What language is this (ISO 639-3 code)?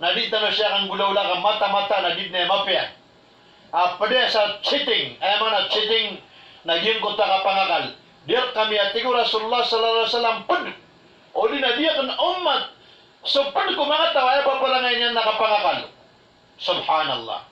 mrw